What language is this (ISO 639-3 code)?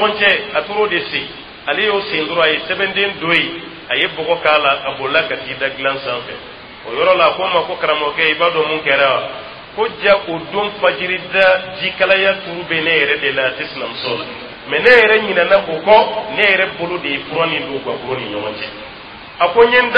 dyu